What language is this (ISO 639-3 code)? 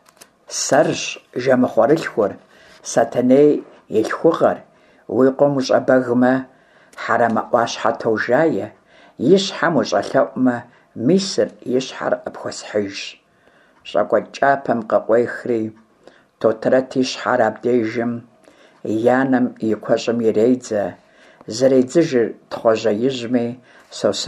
kbd